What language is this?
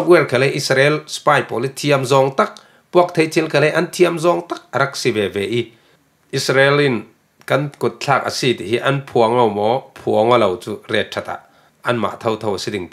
Falam Chin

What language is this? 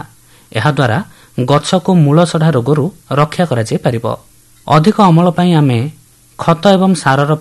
Odia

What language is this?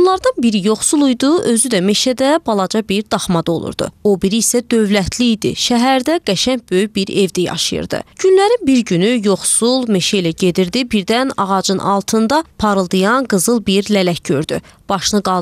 Azerbaijani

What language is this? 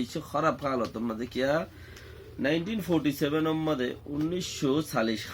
Rohingya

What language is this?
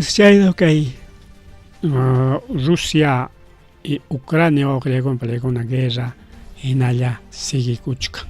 Ayacucho Quechua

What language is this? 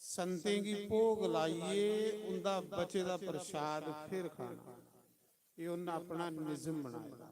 Dogri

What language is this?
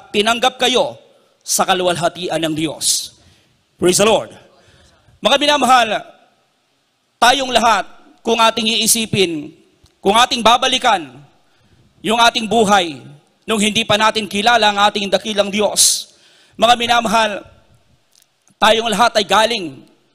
Filipino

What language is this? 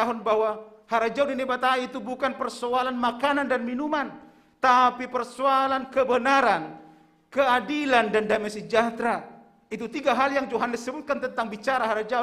Batak Simalungun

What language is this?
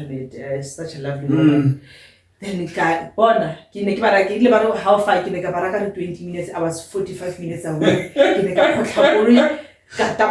Tswana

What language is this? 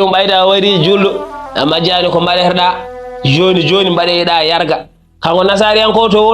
Fula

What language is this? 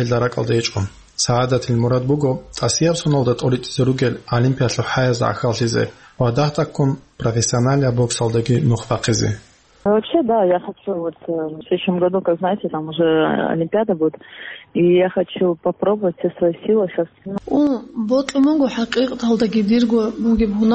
Avaric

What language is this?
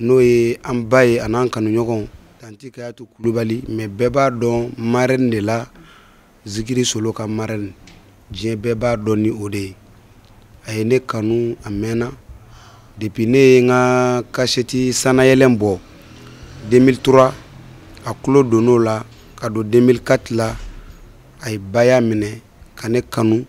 Bambara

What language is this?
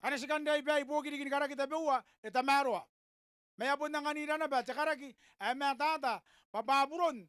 Gilbertese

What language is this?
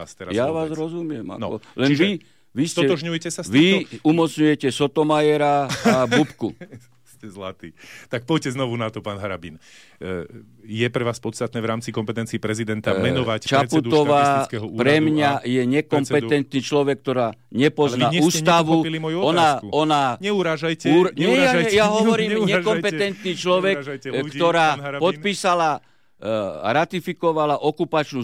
Slovak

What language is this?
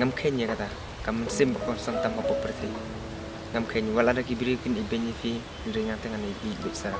Khasi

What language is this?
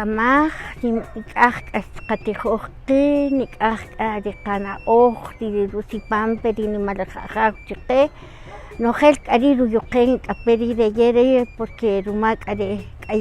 Kaqchikel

